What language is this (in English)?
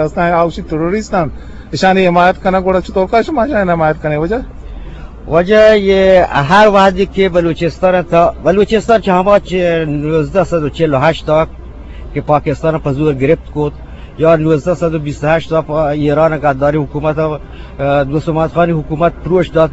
Eastern Balochi